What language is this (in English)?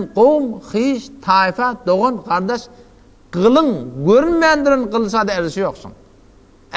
Turkmen